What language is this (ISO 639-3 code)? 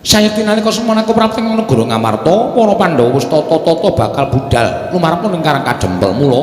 jav